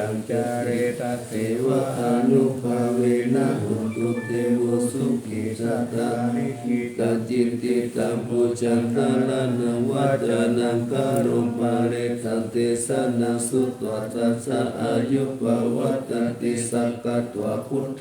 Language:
Pali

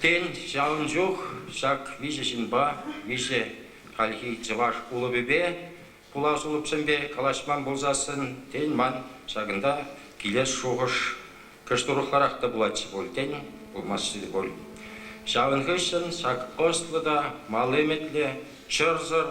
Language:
Chuvash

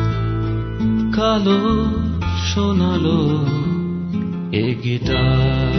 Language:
Bangla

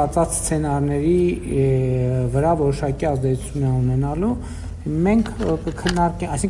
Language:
Armenian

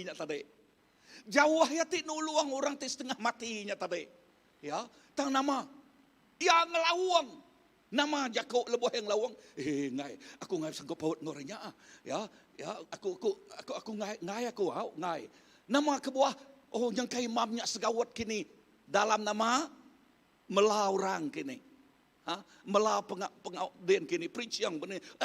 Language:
Iban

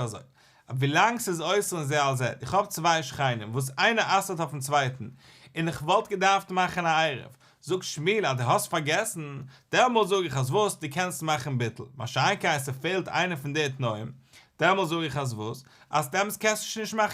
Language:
Yiddish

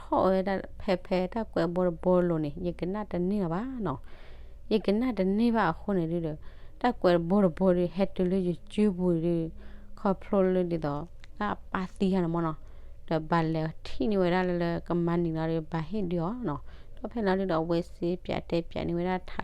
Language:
S'gaw Karen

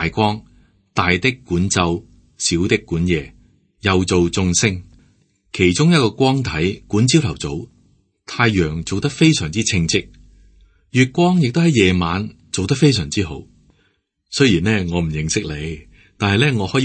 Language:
Cantonese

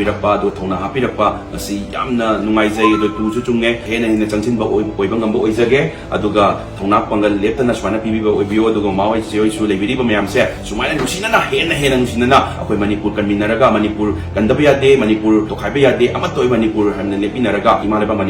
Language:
Manipuri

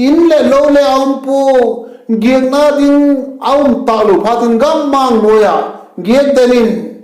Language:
Vaiphei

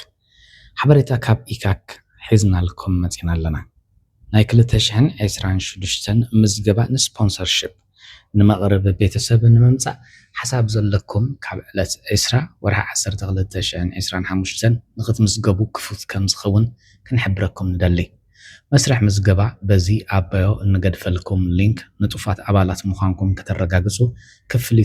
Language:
Tigrinya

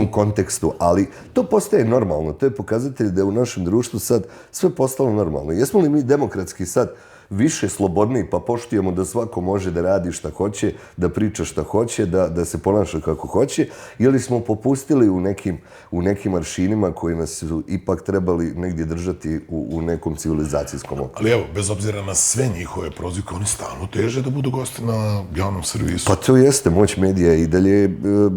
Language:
Bosnian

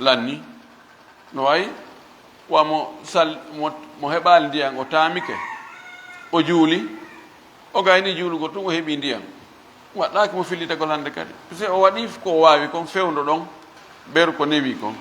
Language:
Fula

